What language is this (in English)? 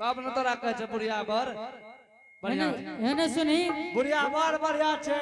Angika